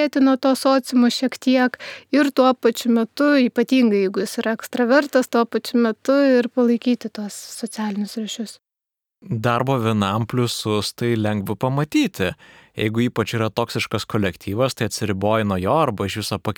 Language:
Lithuanian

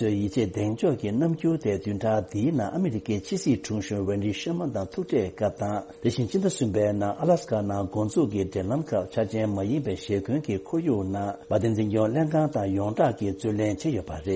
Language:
Tibetan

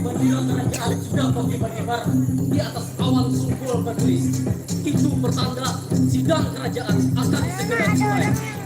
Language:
Banjar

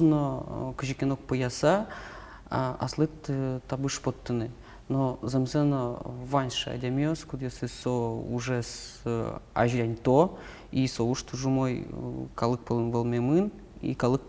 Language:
Udmurt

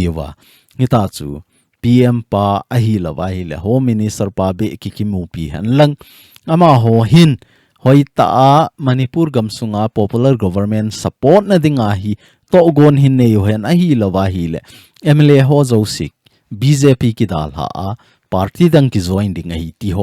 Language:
Thado Chin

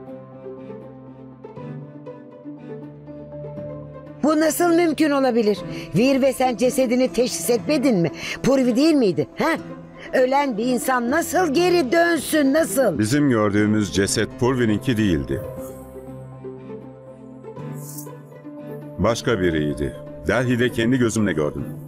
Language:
Turkish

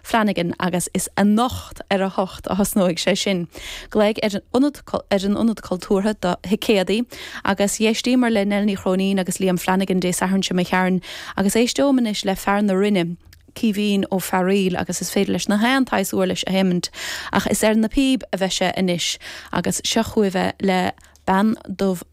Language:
Irish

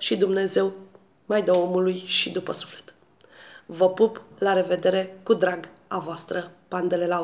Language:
Romanian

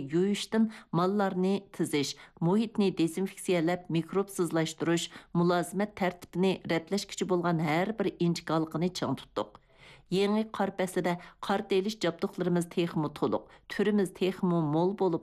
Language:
Uyghur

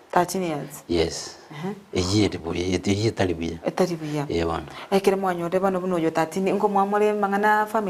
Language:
Gusii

